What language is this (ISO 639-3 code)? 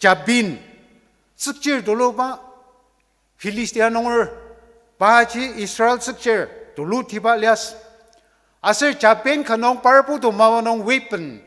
njo